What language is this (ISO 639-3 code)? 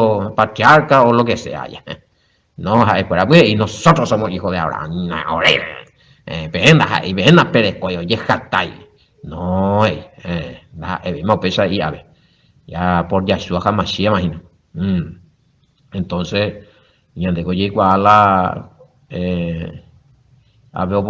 grn